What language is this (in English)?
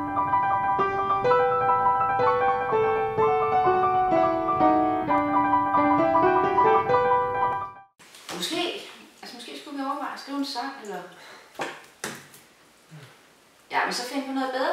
Danish